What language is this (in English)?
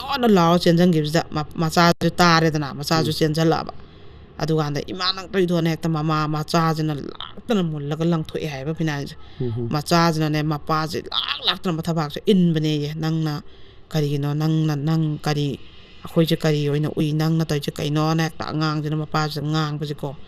Manipuri